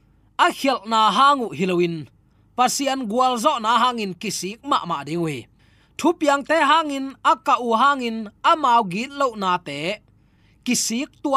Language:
Tedim Chin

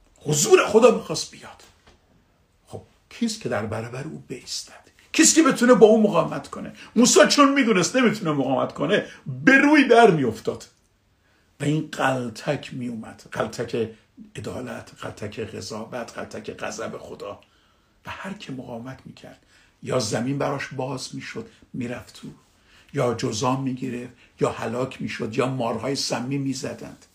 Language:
Persian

